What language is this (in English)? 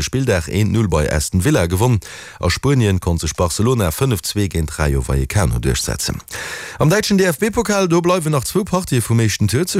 Luxembourgish